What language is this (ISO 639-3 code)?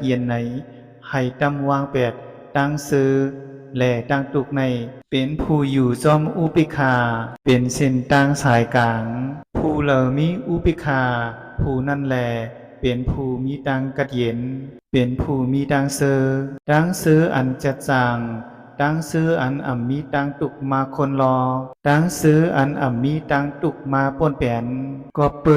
shn